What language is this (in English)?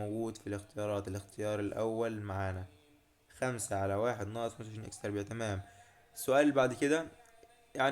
Egyptian Arabic